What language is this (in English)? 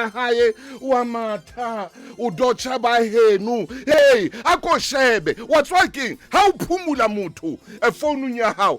Southern Sotho